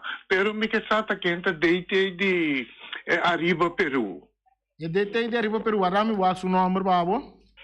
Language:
Papiamento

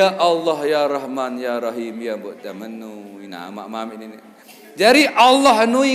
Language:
Sasak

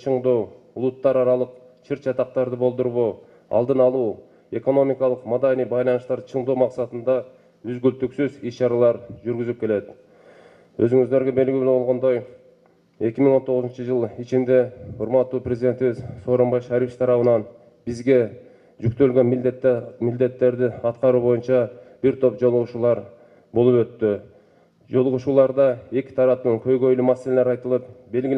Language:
Kyrgyz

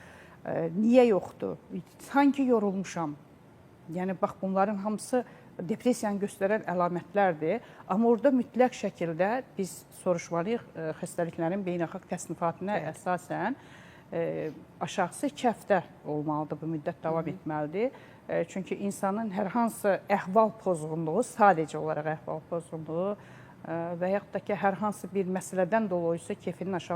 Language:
Azerbaijani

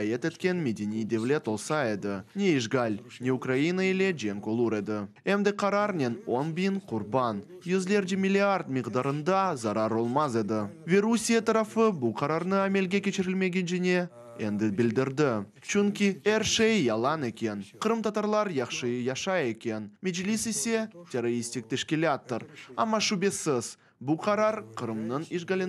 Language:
Crimean Tatar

